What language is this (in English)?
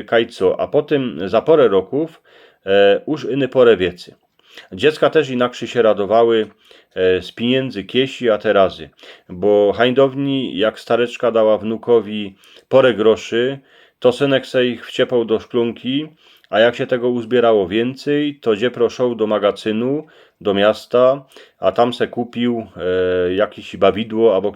Silesian